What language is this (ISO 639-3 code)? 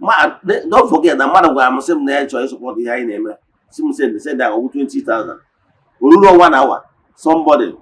ibo